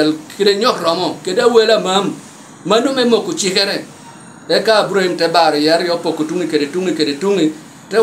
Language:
Lango (Uganda)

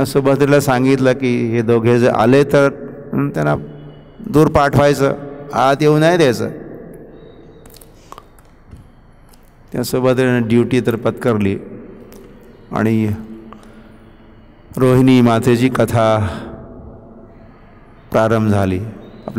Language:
Marathi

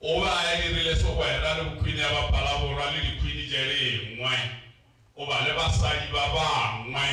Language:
Northern Sotho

